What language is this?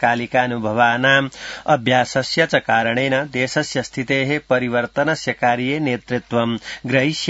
Sanskrit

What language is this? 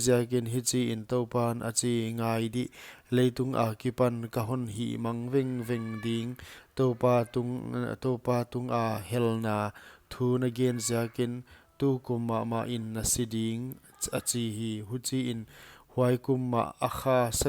Paite Chin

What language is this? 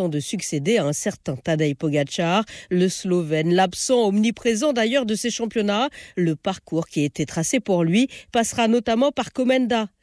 French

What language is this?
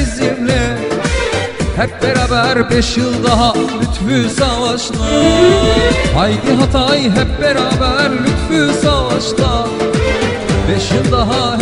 Turkish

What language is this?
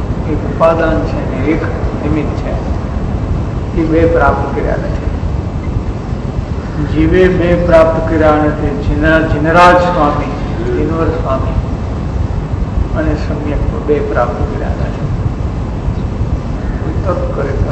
Gujarati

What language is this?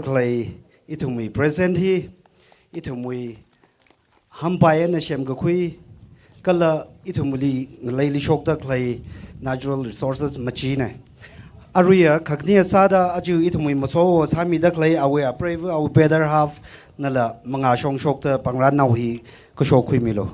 Tangkhul Naga (India)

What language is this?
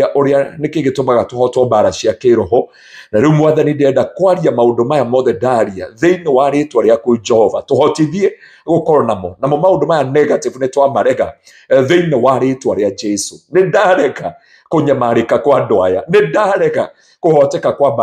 Kikuyu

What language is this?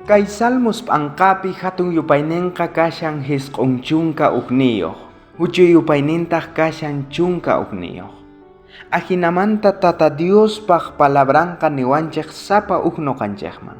South Bolivian Quechua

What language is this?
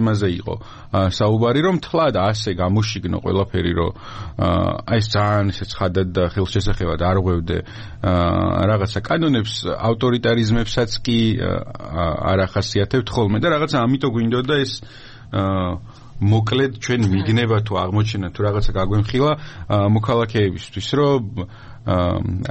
Georgian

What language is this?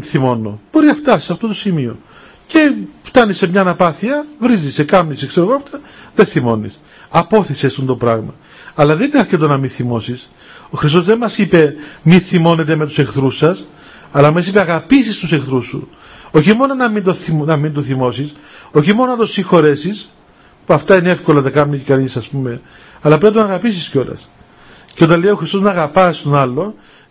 Greek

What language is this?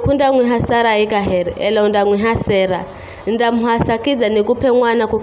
Giryama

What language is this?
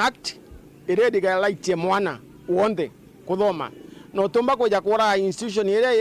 Meru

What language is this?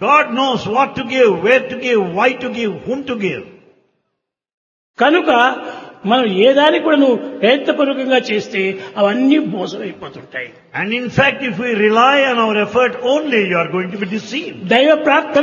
Telugu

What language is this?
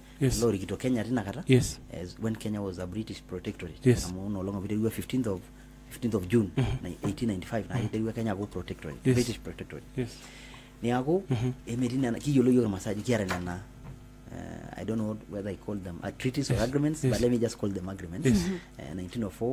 Masai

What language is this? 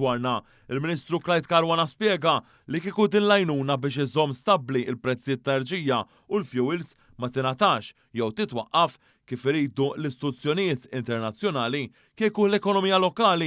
Maltese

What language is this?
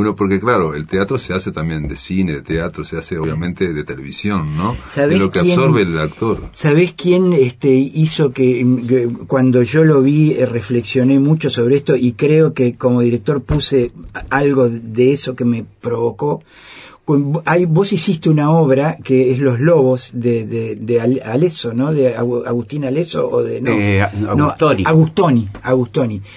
Spanish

